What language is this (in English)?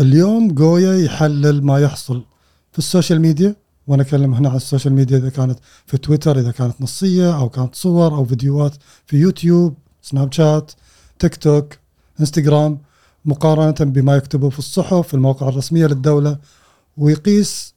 Gulf Arabic